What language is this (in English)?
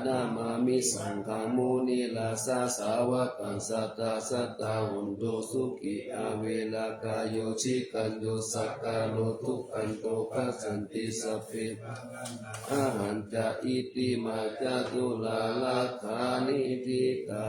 Pali